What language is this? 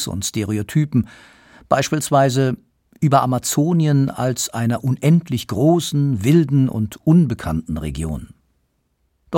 German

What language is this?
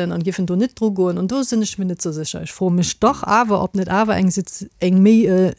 Luxembourgish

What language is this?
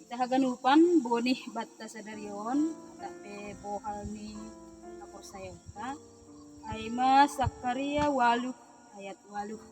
Batak Simalungun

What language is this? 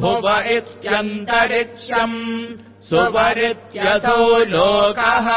Sanskrit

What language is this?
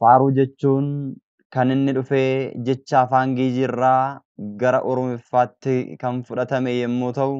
Oromo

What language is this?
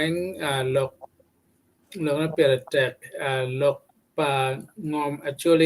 Acoli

